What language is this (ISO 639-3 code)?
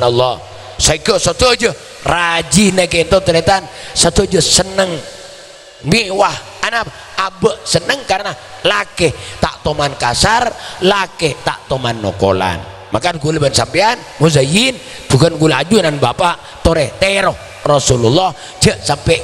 mad